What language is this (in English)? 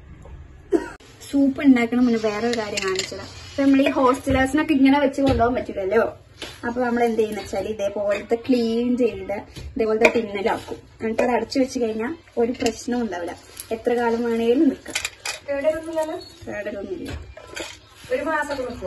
Malayalam